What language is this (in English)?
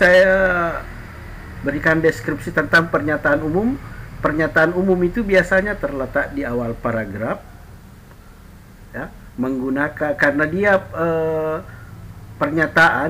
Indonesian